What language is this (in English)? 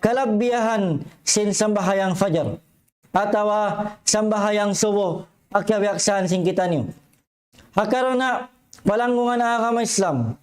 Tausug